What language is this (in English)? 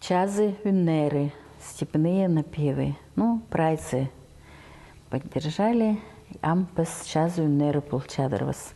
Khakas